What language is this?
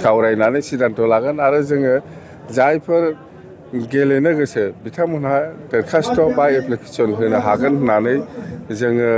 Bodo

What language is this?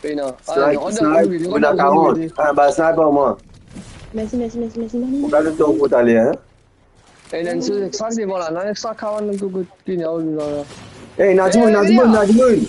Morisyen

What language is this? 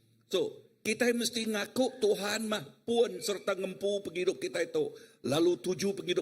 Iban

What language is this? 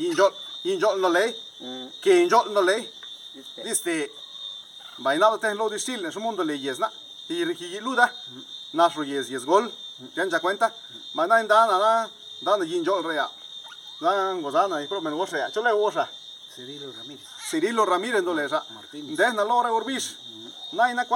Zapotec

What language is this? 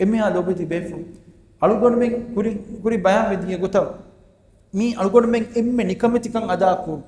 Divehi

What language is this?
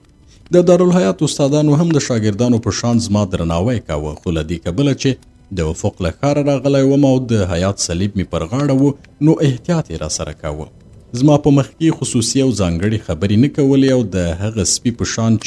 Pashto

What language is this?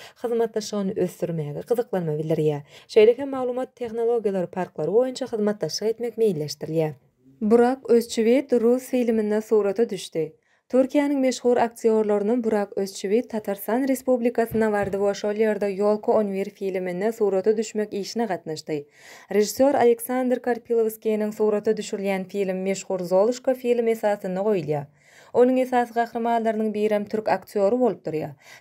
Turkmen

